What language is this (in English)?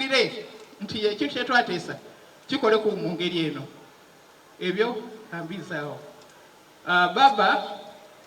Soga